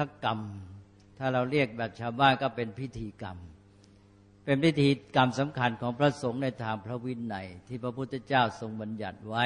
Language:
Thai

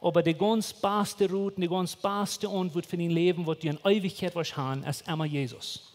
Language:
Plautdietsch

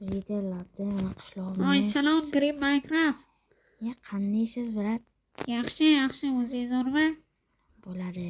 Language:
Uzbek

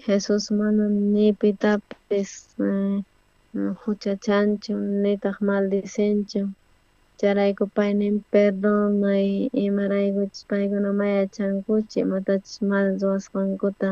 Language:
South Bolivian Quechua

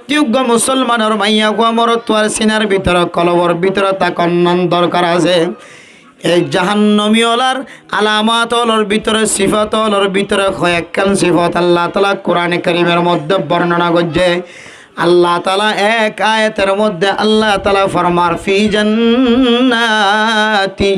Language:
Rohingya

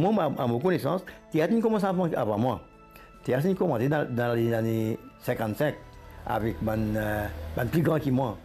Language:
Morisyen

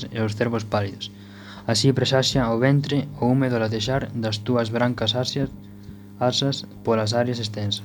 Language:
Galician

